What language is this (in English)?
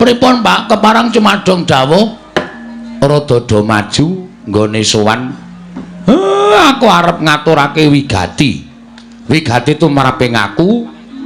Javanese